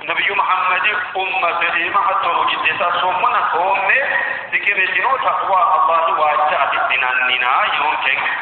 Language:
Sidamo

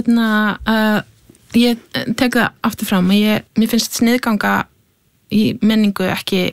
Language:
Icelandic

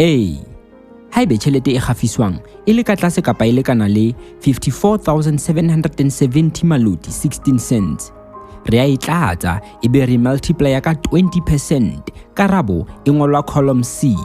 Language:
Southern Sotho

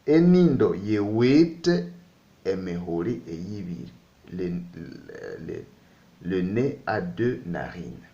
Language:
Nande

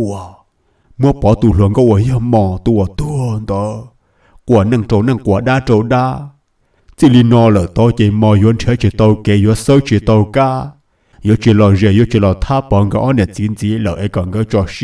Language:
Hmong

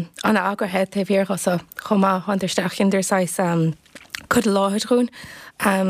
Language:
Irish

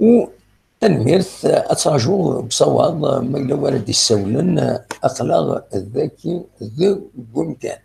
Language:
Kabyle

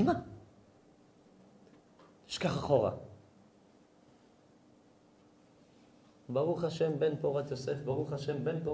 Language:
Hebrew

